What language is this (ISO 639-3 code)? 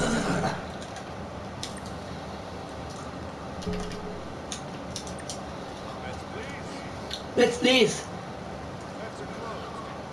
swe